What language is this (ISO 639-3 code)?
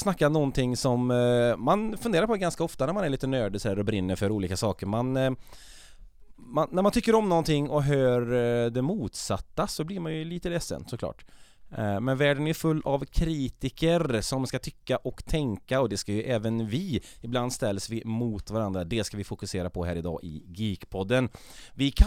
swe